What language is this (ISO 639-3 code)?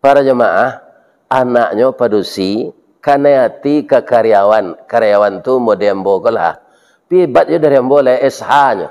min